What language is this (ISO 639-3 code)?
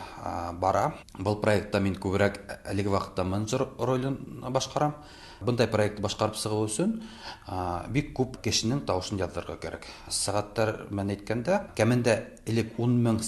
tat